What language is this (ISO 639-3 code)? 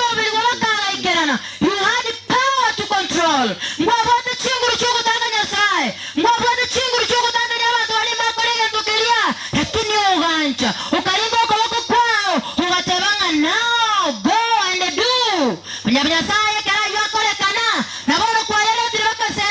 guz